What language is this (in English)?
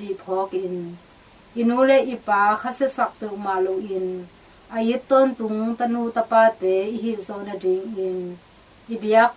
Tedim Chin